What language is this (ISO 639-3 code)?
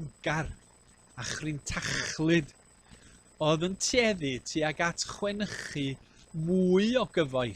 cym